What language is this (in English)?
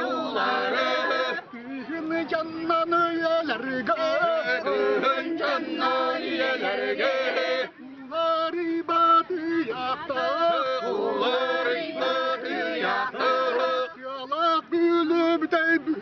Yakut